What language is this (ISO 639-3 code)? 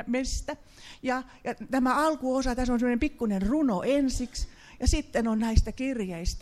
fin